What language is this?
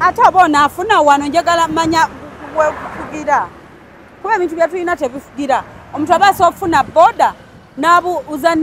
Ganda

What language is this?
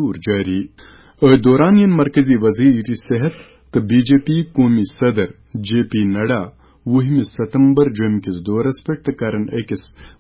Kashmiri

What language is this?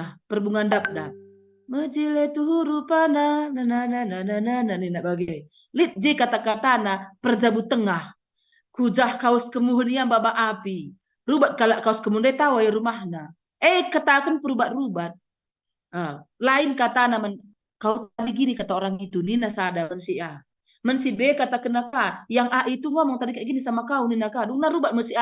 Batak Karo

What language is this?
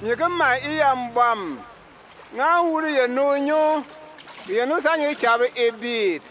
Bimoba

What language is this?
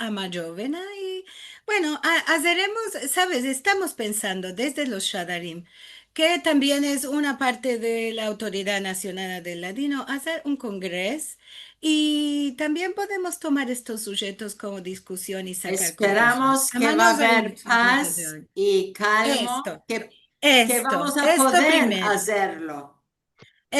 Ladino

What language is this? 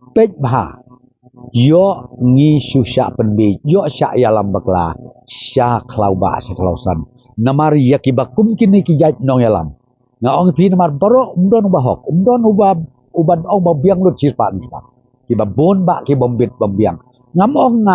Khasi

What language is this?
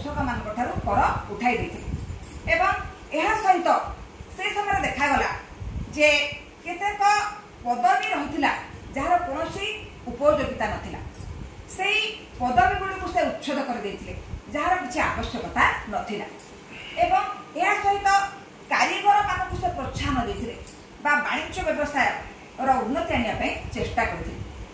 Odia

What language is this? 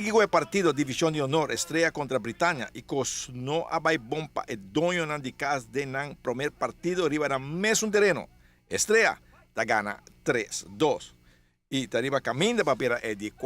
Papiamento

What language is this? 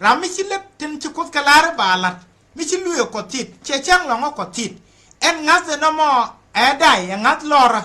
Nuer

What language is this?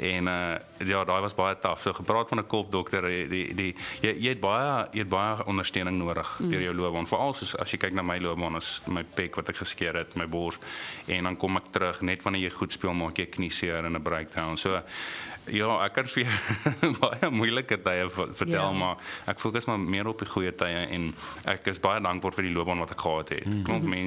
Afrikaans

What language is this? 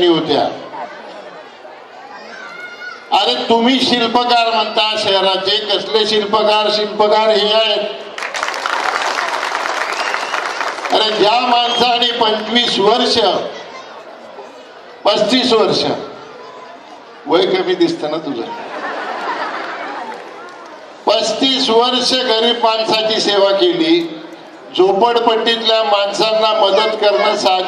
Marathi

